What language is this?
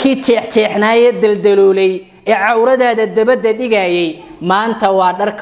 Somali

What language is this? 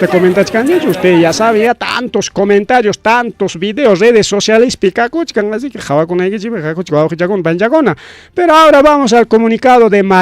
Ayacucho Quechua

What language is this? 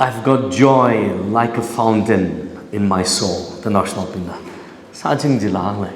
Tangkhul Naga (India)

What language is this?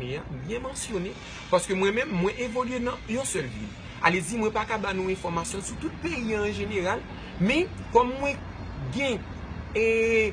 Haitian Creole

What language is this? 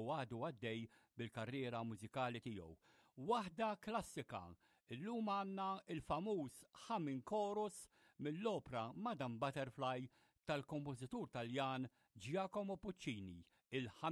Maltese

